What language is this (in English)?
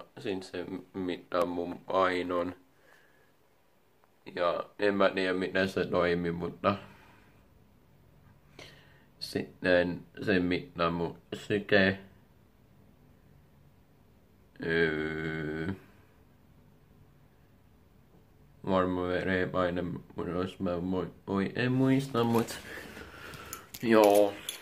Finnish